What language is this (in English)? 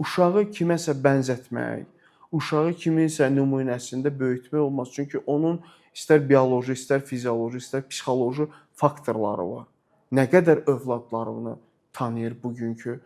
Azerbaijani